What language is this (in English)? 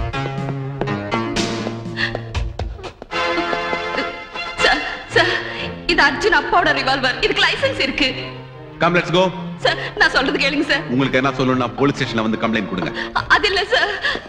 Tamil